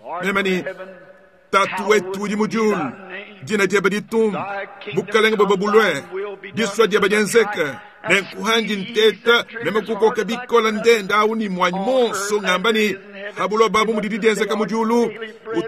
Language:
Luba-Lulua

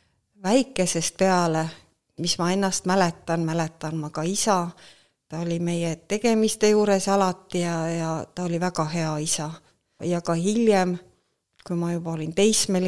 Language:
Estonian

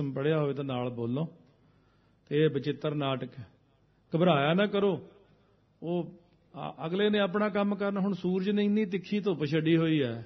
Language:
Punjabi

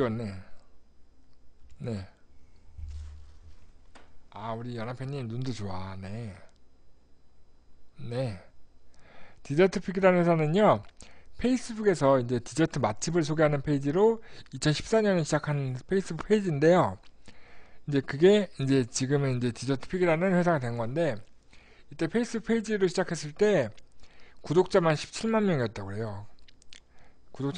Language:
Korean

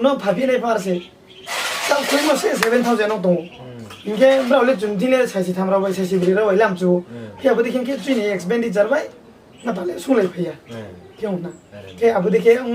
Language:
Riang (India)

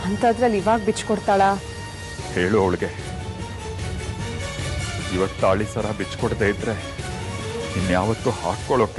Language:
Kannada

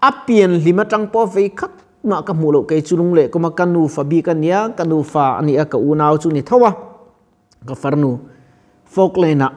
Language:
Mizo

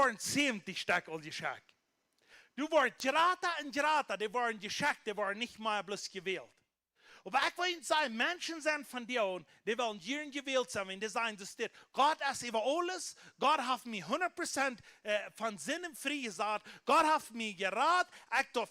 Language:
Plautdietsch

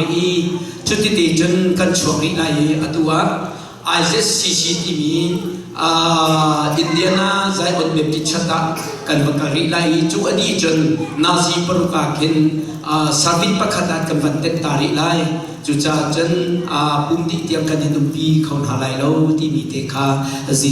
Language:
Hakha Chin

